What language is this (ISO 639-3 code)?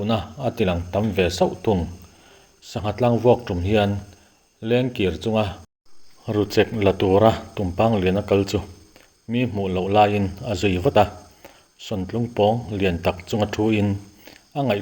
lus